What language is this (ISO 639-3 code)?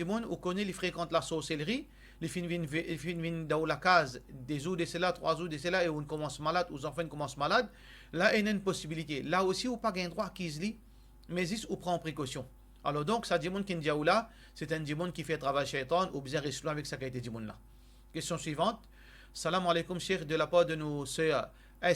mfe